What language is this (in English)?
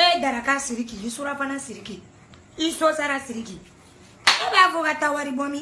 Bambara